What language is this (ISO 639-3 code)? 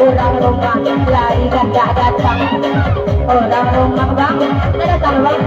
min